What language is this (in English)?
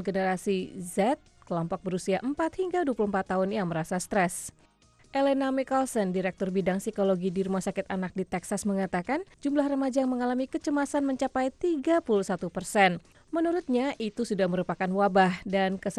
Indonesian